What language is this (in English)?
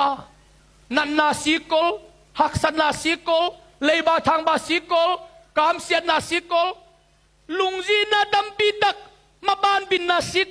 Tedim Chin